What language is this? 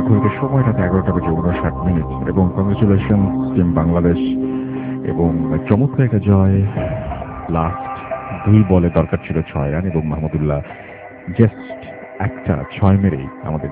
Bangla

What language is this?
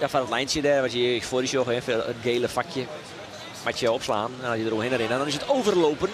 Western Frisian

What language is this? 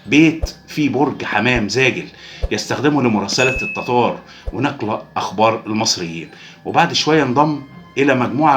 Egyptian Arabic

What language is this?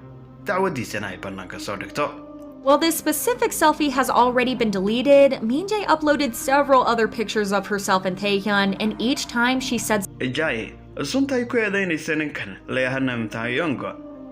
Somali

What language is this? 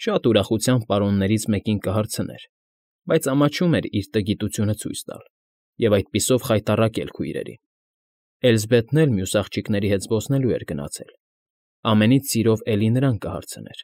Armenian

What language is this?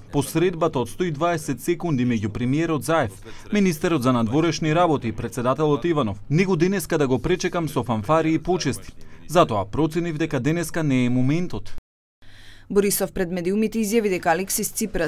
Macedonian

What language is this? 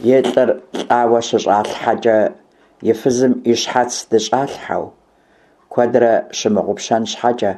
Kabardian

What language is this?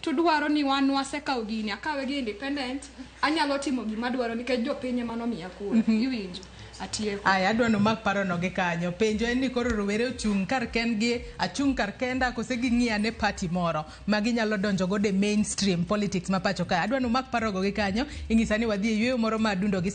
Luo (Kenya and Tanzania)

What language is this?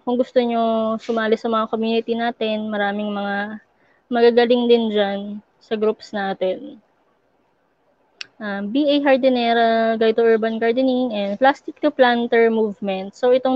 Filipino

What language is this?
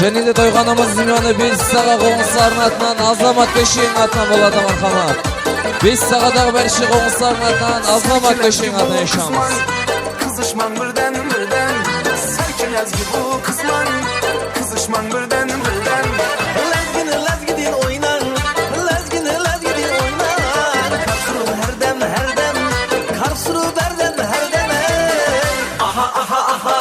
Kara-Kalpak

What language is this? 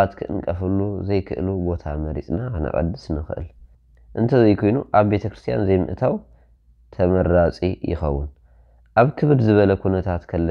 Tigrinya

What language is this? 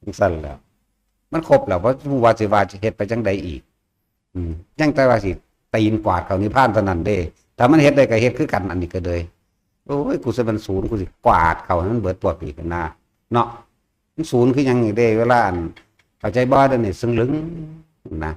Northeastern Thai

